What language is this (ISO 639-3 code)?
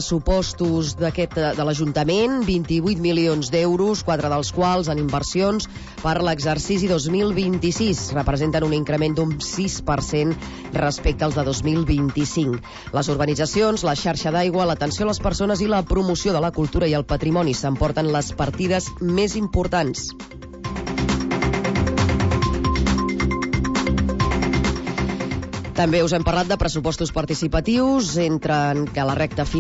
cat